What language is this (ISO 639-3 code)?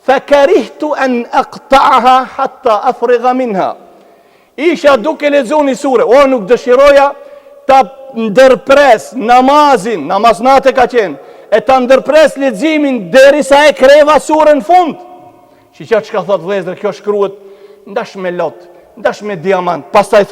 sqi